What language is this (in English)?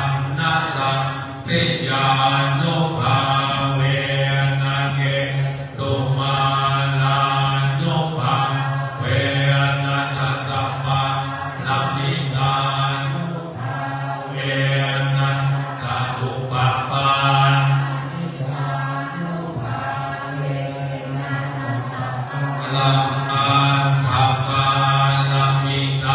Pali